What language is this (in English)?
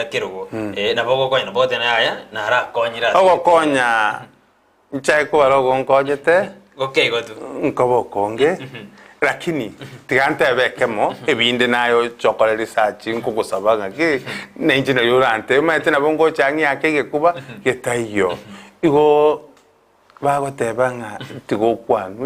Gusii